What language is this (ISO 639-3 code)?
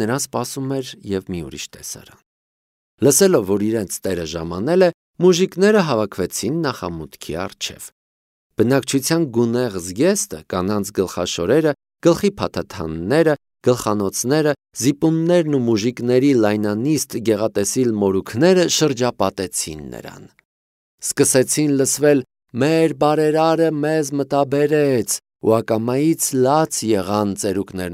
hye